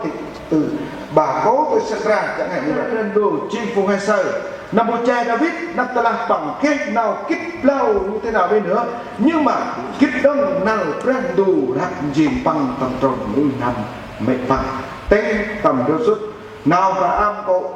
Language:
Central Mnong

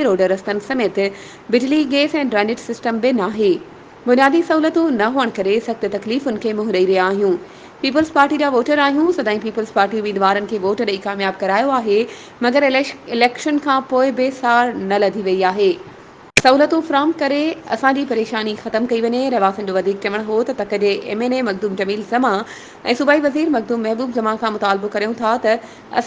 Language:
Sindhi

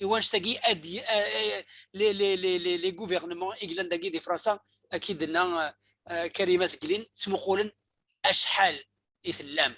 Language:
Kabyle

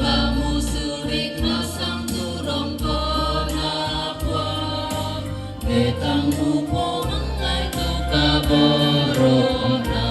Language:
Toraja-Sa'dan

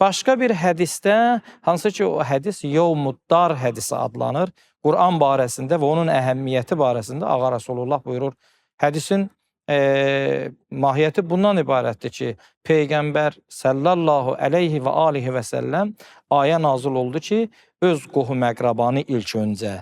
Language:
Azerbaijani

